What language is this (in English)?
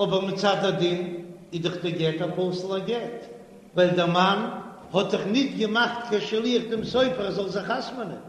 Yiddish